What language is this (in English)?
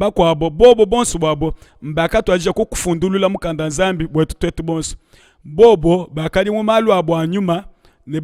Luba-Lulua